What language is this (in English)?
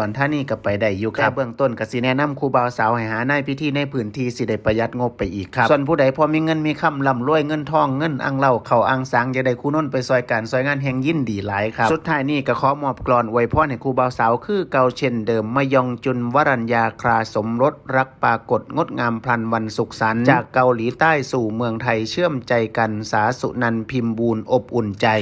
Northeastern Thai